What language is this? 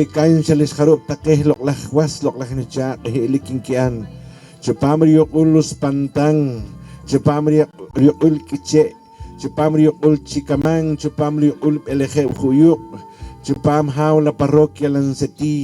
Poqomchi'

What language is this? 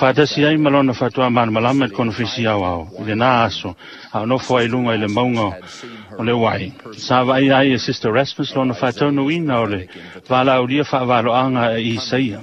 Samoan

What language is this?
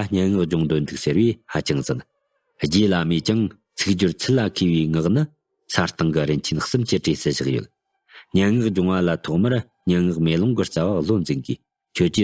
Tibetan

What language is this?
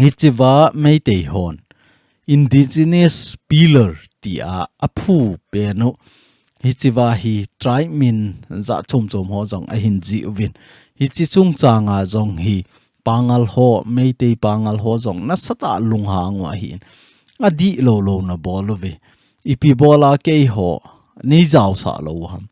Thado Chin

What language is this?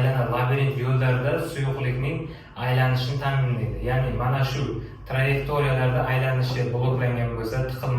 Uzbek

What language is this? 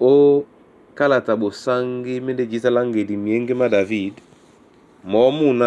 Duala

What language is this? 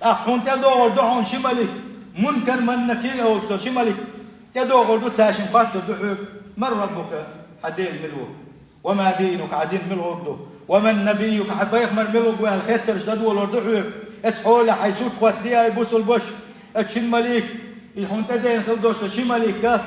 Chechen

